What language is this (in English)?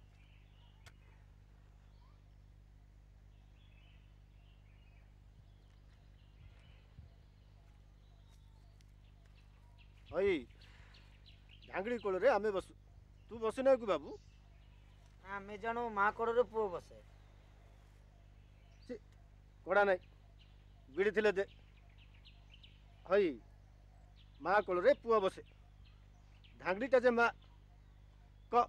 Odia